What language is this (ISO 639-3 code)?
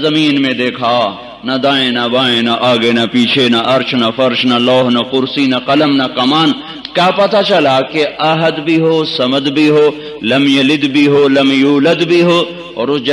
urd